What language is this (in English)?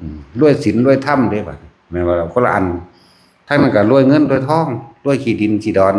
Northeastern Thai